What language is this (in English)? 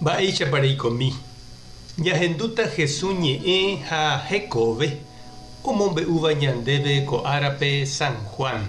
Guarani